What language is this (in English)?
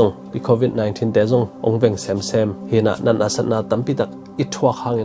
Tedim Chin